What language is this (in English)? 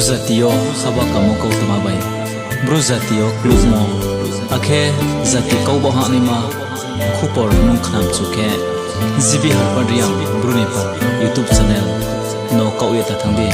Riang (India)